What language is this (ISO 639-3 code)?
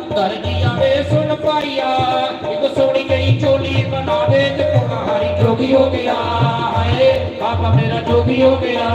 doi